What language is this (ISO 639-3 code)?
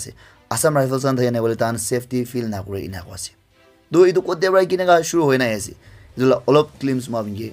nag